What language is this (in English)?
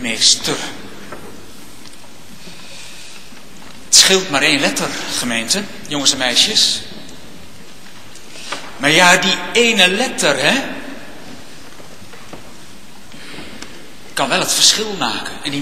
Dutch